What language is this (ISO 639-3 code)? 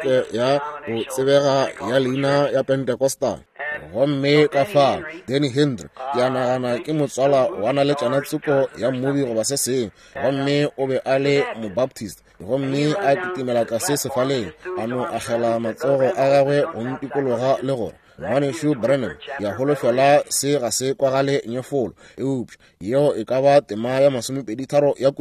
nso